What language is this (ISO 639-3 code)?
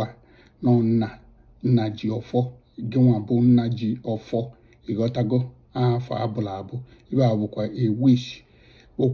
ibo